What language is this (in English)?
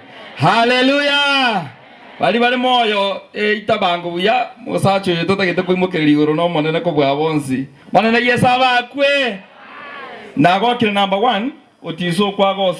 Gusii